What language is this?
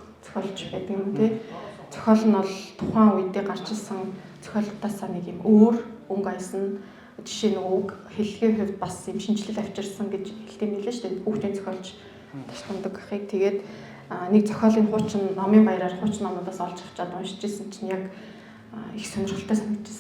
Mongolian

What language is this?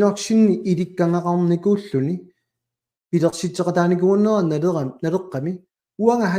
Kalaallisut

